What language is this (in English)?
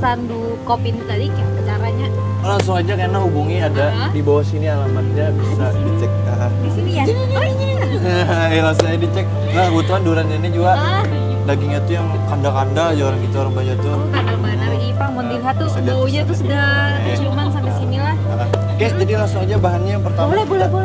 Banjar